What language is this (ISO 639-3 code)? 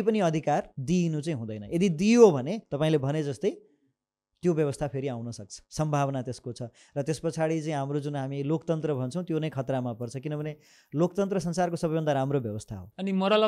nep